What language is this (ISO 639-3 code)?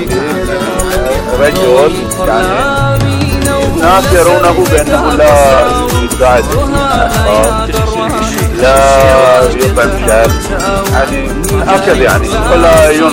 ara